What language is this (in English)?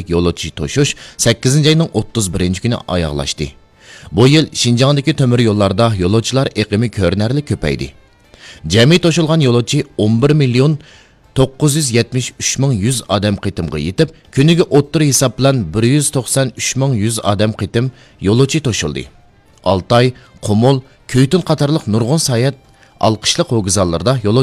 Uyghur